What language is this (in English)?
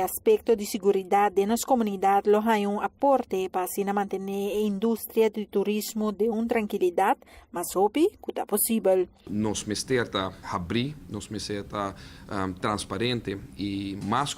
Papiamento